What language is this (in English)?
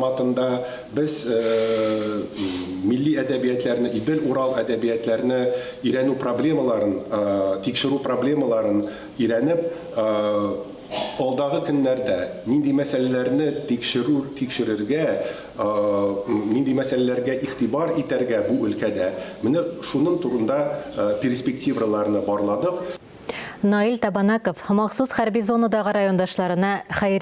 Tatar